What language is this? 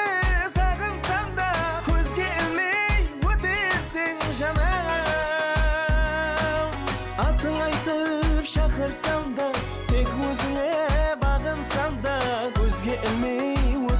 Kara-Kalpak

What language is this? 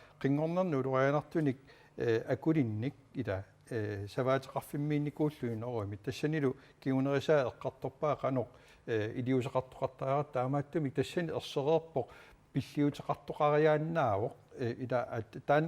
Kalaallisut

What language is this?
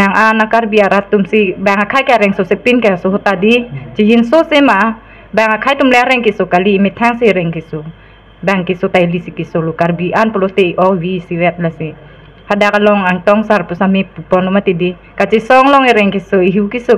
Karbi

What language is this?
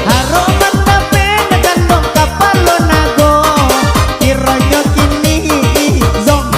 Minangkabau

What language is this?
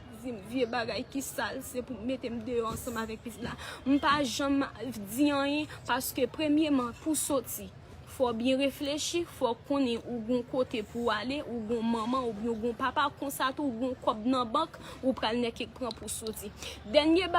Haitian Creole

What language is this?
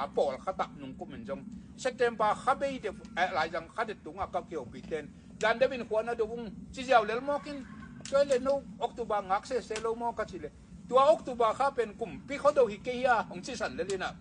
Tedim Chin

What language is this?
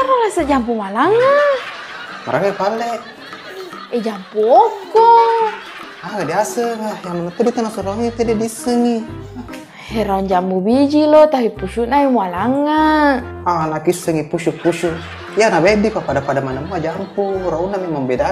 Buginese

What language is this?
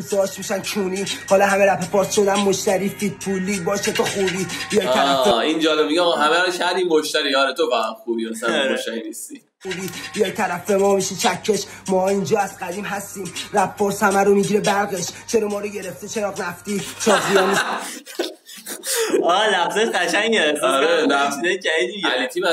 Persian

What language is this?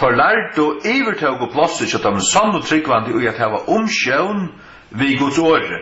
Faroese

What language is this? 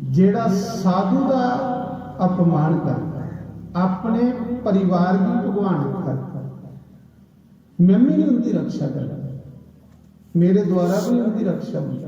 Dogri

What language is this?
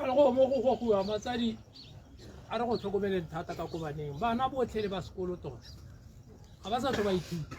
Tswana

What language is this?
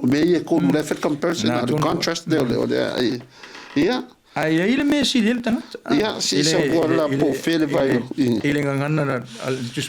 Samoan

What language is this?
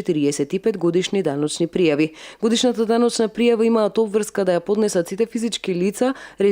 Macedonian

